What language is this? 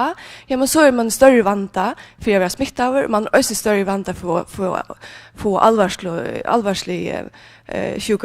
Faroese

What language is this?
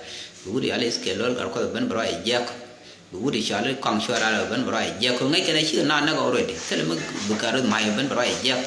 Nuer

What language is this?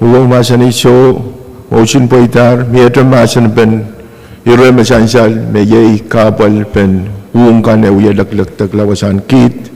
Pohnpeian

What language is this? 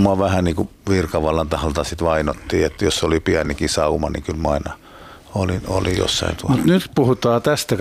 Finnish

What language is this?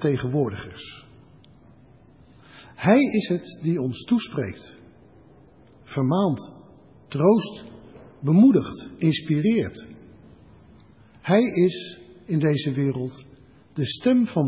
Dutch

